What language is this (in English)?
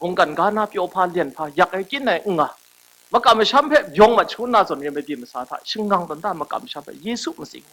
Kachin